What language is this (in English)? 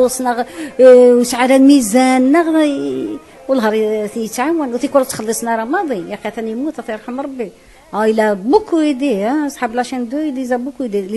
Kabyle